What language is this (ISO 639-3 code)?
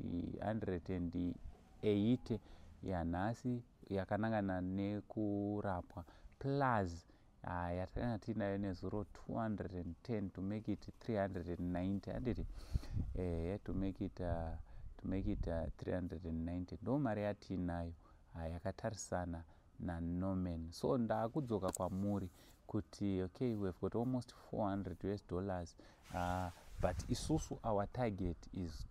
sna